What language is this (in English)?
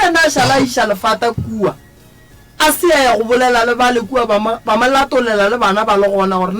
Northern Sotho